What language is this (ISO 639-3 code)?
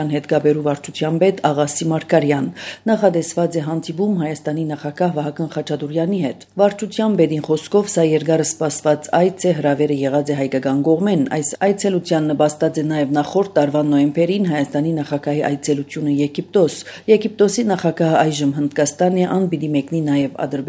hye